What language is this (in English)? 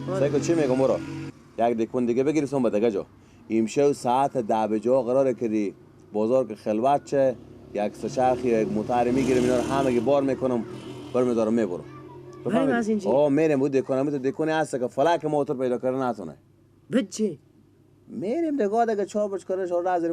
Persian